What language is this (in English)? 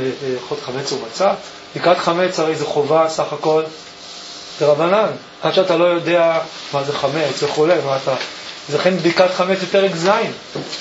Hebrew